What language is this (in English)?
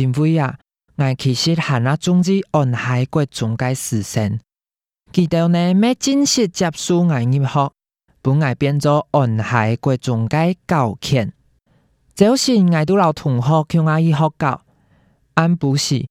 Hakka Chinese